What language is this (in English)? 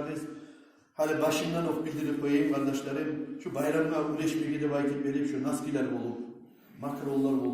Kumyk